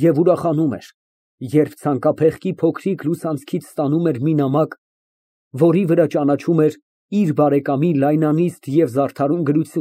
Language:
Armenian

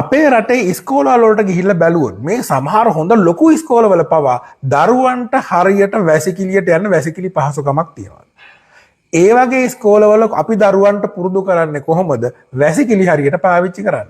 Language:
Sinhala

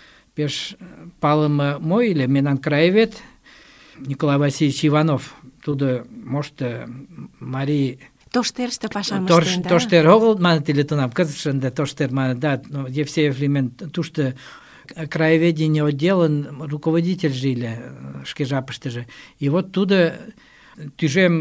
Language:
Mari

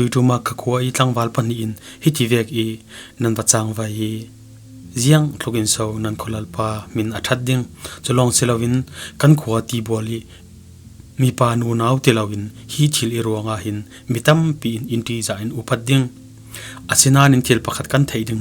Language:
Falam Chin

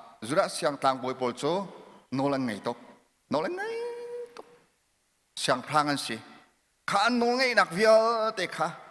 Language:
Hakha Chin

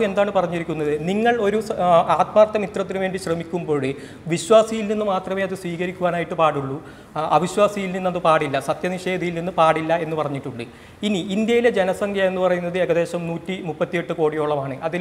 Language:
Malayalam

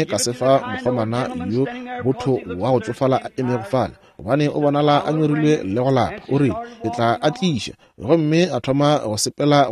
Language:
Northern Sotho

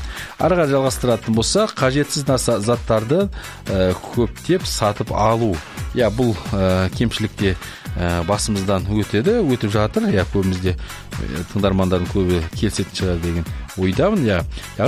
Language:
Kazakh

